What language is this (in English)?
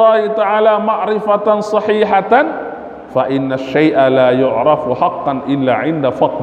Sasak